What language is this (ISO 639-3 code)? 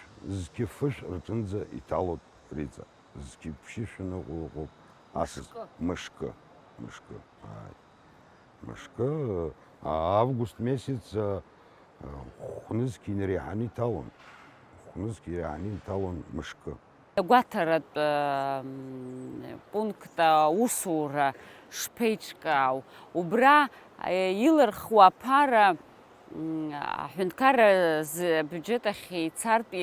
abk